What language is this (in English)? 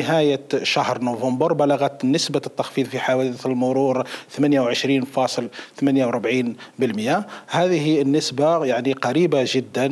Arabic